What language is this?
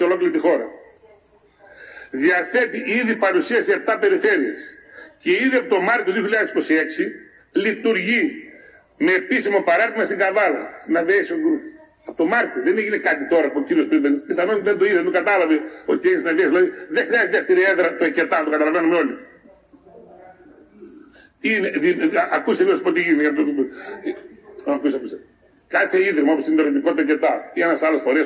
Greek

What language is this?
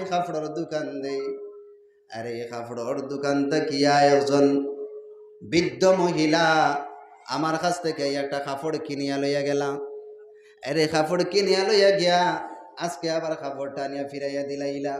Sylheti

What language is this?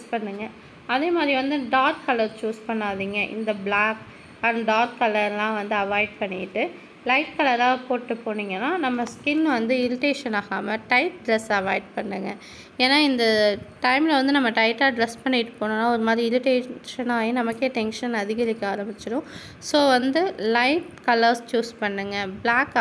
Tamil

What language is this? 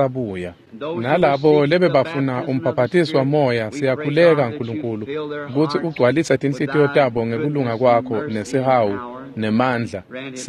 Swati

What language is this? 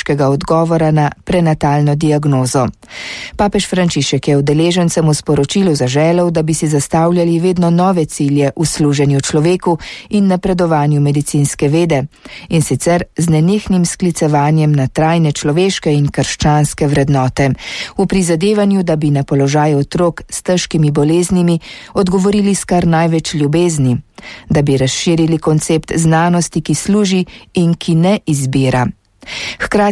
Slovenian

